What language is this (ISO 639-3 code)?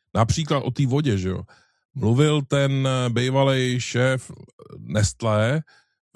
ces